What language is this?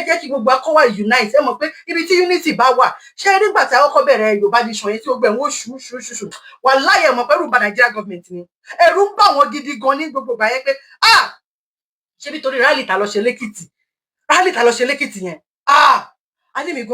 Yoruba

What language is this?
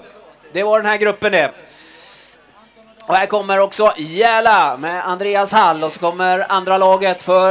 Swedish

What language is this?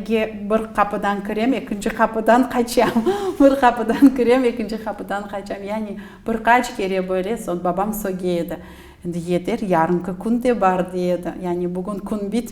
Crimean Tatar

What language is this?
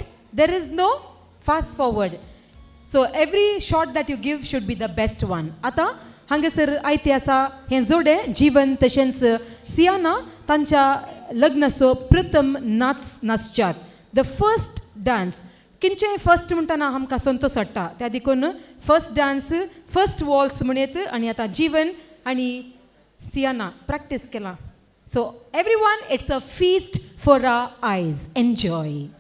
Konkani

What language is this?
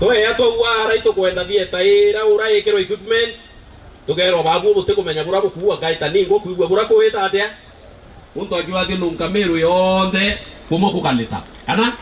Meru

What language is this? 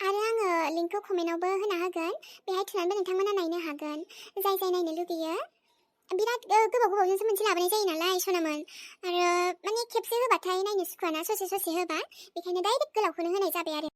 Bodo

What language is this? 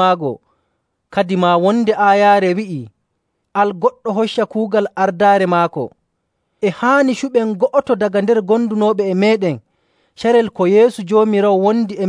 Nigerian Fulfulde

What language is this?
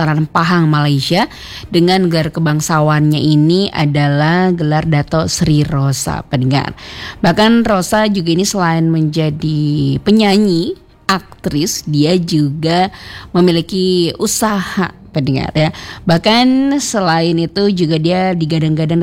Indonesian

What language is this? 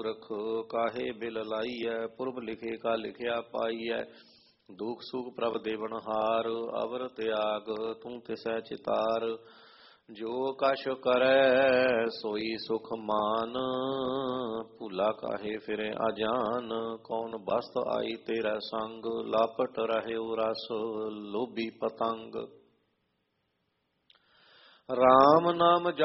Punjabi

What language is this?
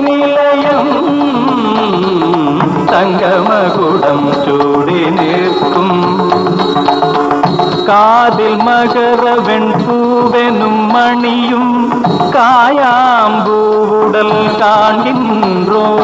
Tamil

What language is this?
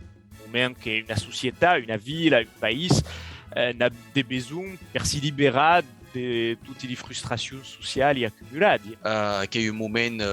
Occitan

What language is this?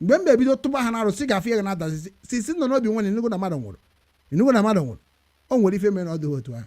Igbo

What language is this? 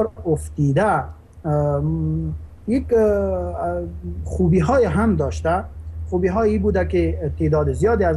Persian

